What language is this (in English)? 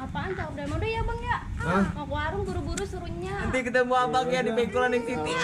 Betawi